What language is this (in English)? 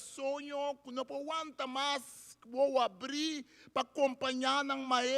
Papiamento